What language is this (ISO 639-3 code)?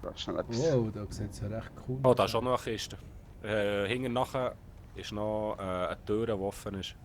gsw